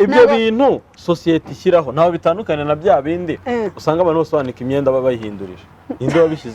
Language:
Kinyarwanda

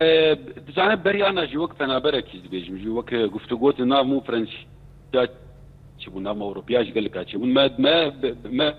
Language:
Kurdish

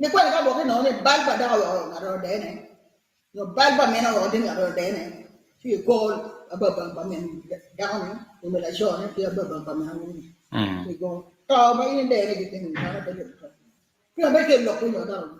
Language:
Acoli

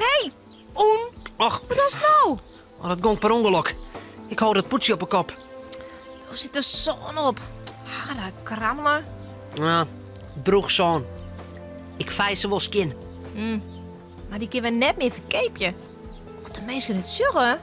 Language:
Western Frisian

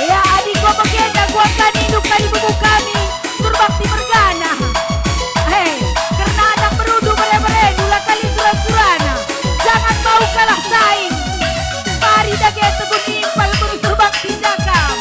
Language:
Batak Karo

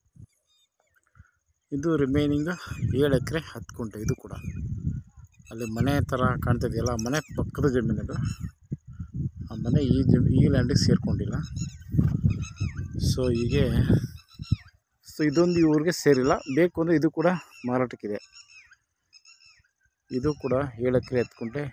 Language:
Kannada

